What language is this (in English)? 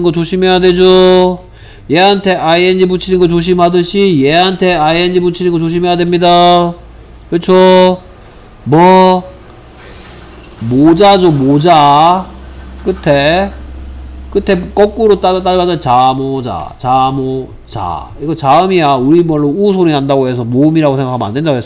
Korean